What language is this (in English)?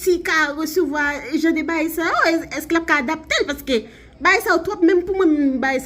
Haitian Creole